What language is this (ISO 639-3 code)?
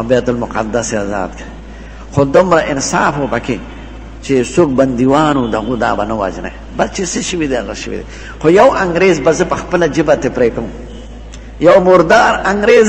pus